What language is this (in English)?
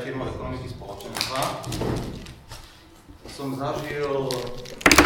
Slovak